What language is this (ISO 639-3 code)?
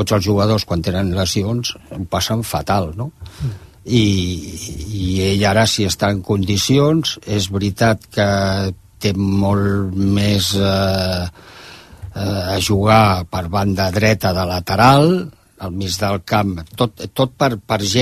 cat